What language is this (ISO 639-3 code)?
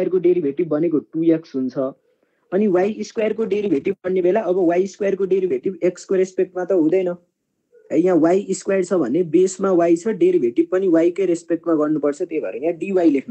nep